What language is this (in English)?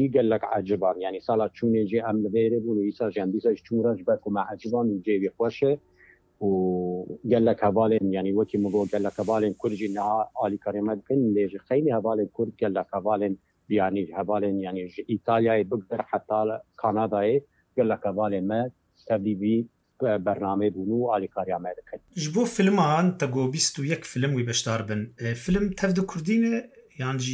Kurdish